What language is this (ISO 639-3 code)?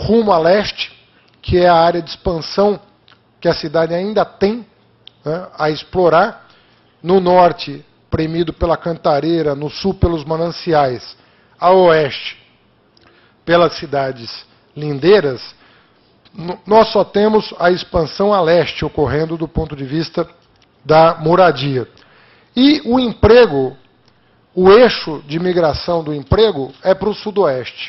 por